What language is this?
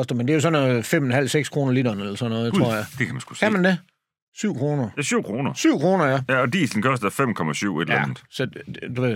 Danish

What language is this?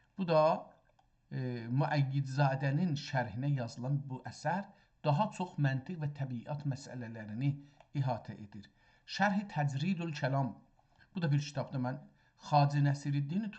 South Azerbaijani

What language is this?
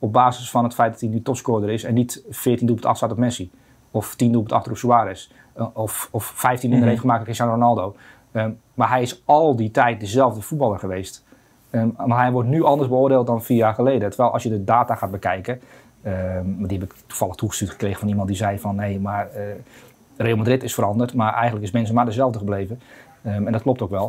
Dutch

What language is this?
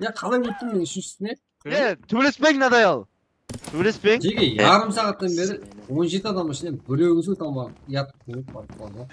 Kara-Kalpak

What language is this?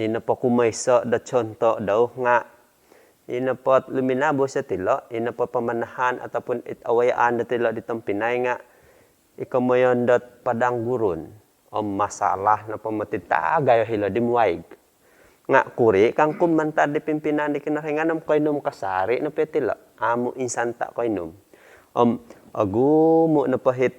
Central Dusun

